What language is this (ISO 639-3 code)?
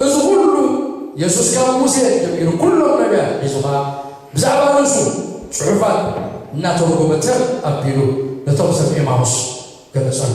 tir